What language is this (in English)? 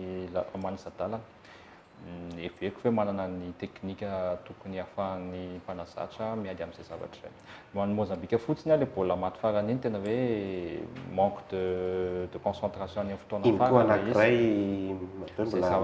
Malagasy